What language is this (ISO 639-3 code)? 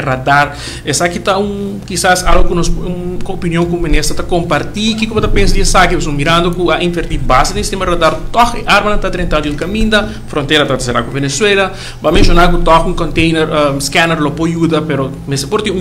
pap